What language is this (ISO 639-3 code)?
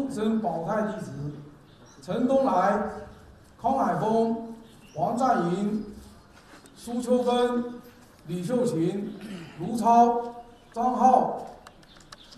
zho